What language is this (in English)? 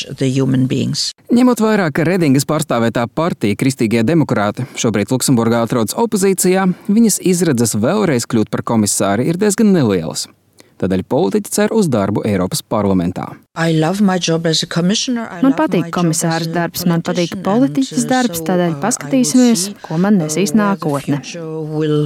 Latvian